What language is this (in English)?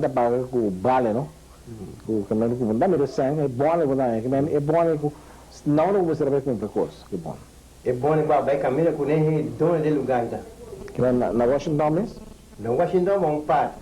Papiamento